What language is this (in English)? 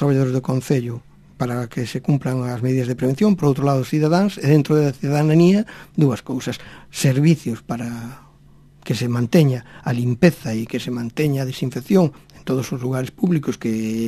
Galician